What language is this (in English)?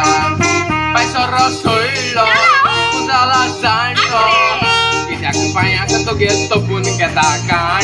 Konkani